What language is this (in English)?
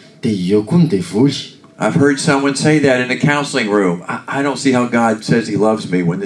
Malagasy